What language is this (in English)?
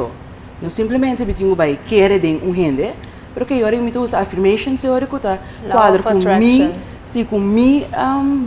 Papiamento